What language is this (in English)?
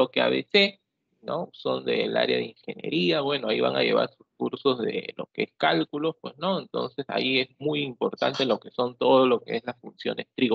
Spanish